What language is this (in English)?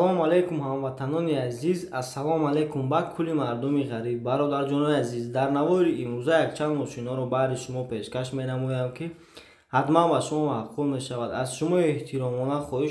Tajik